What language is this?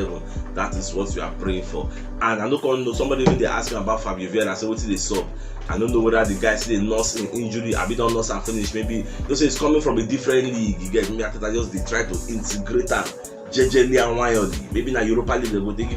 Nigerian Pidgin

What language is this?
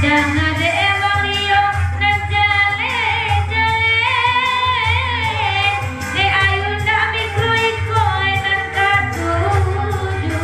Minangkabau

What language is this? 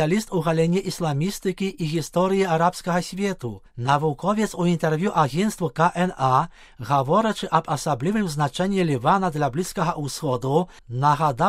Belarusian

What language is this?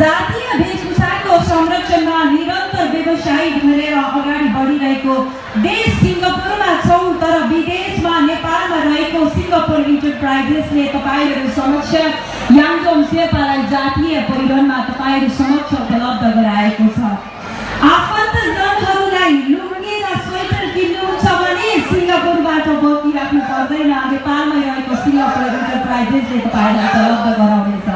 Nepali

